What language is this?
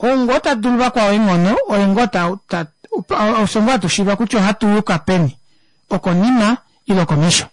Kuanyama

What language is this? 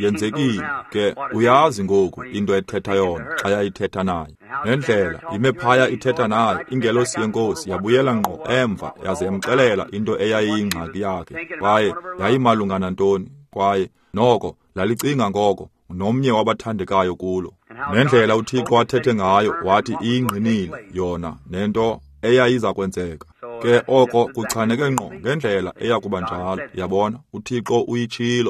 Xhosa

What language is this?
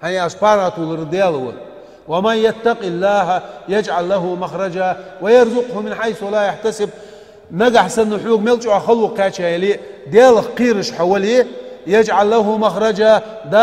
Ingush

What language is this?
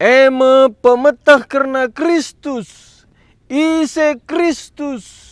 Batak Karo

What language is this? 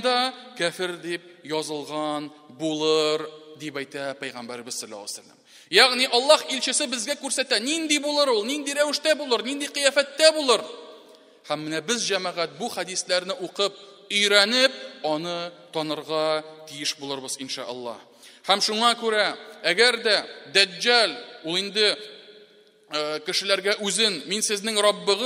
Tatar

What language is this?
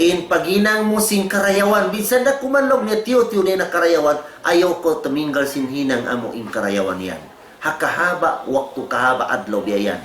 Tausug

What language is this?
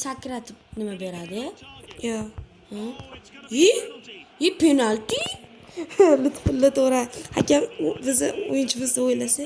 Uzbek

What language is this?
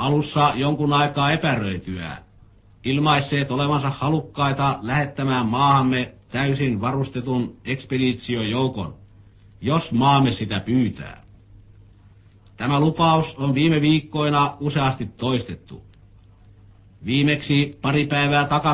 Finnish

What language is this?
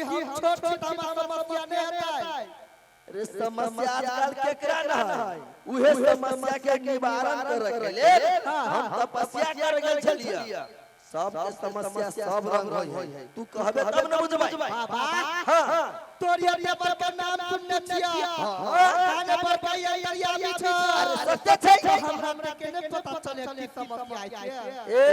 Maithili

